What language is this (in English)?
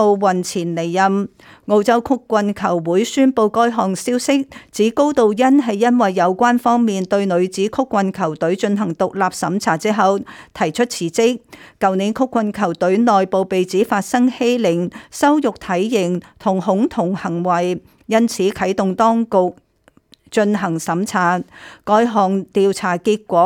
Cantonese